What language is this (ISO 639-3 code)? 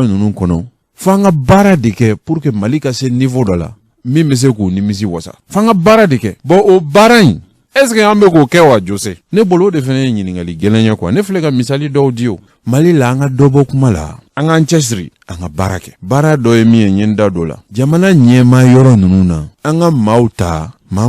bam